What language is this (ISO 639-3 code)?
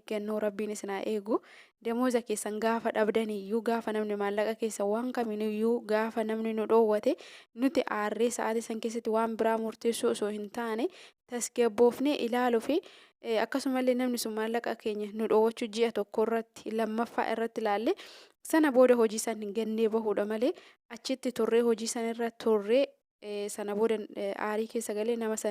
orm